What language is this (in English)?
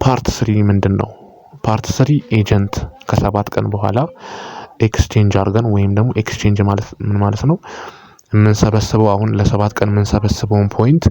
Amharic